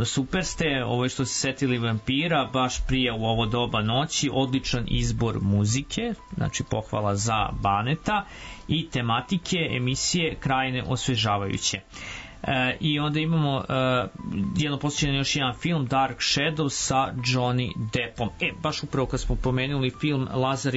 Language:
Serbian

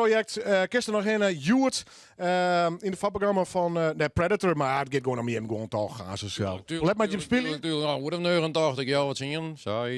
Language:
Western Frisian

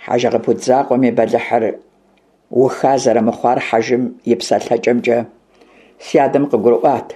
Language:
Kabardian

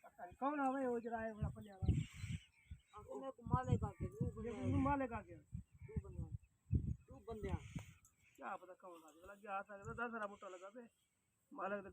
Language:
Saraiki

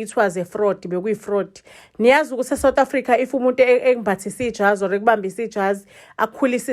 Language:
Zulu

